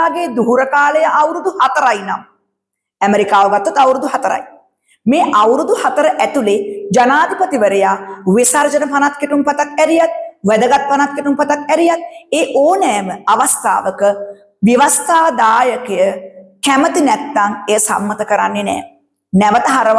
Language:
Sinhala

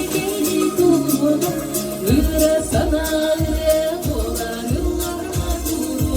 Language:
Yakut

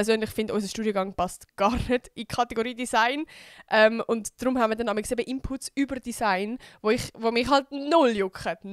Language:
Swiss German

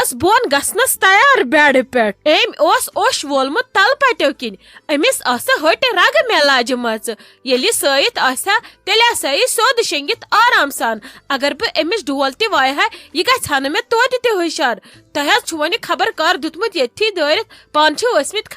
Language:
Kashmiri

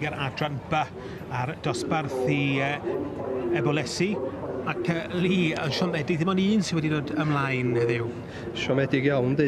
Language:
Welsh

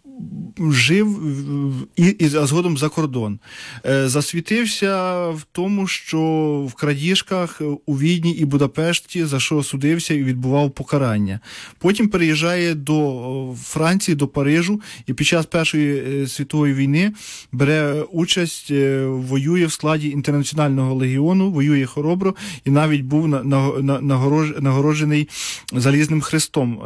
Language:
Ukrainian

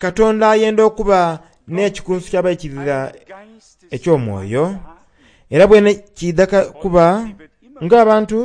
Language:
Soga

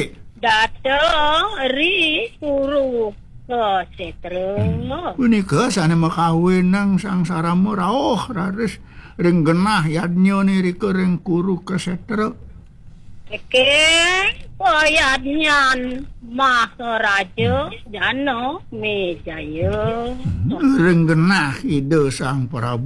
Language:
Balinese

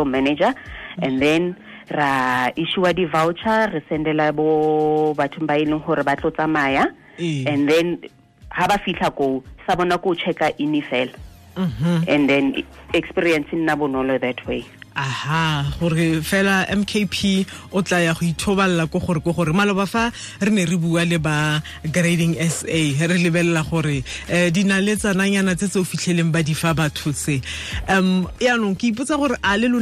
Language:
Tswana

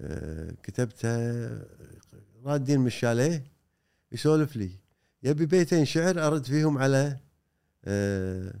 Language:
Gulf Arabic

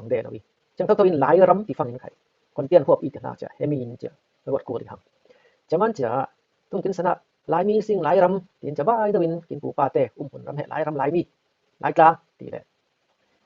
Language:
Falam Chin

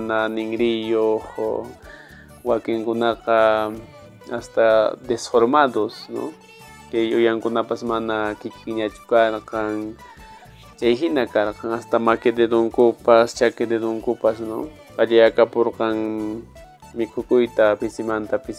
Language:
Quechua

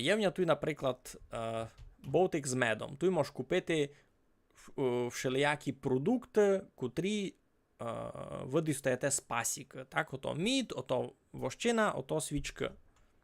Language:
Rusyn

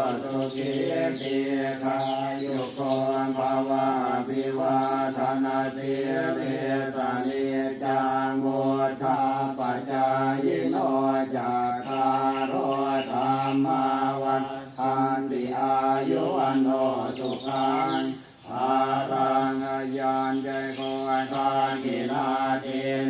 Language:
Pali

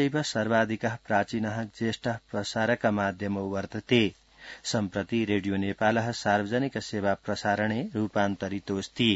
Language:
Sanskrit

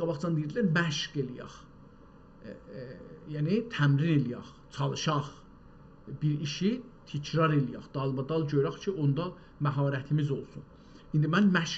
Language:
South Azerbaijani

